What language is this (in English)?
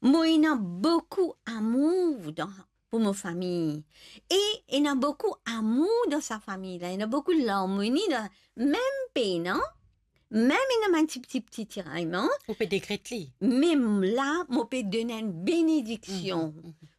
Morisyen